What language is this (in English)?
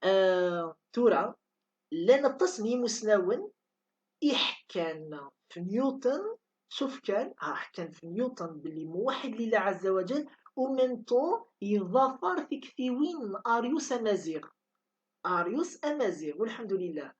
Kabyle